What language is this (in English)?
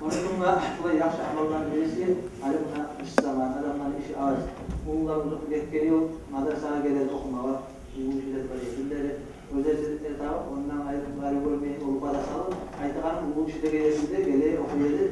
Kumyk